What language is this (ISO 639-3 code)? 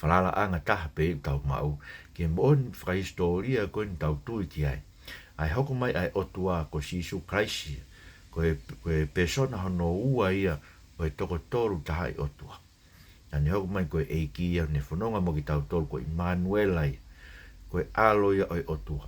ton